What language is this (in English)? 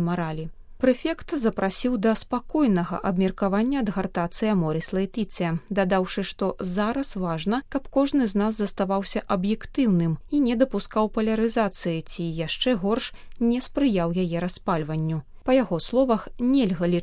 Belarusian